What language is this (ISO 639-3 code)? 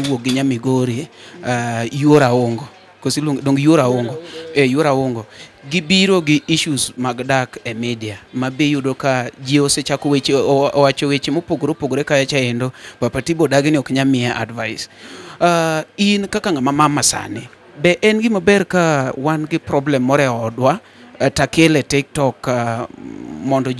luo